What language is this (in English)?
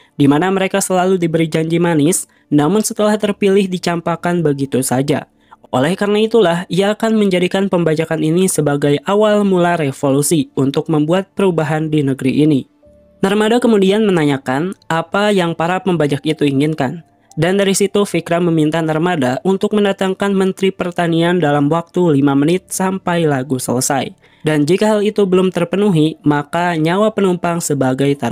Indonesian